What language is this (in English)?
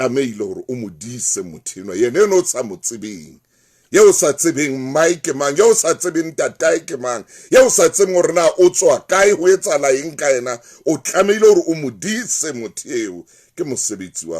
Southern Sotho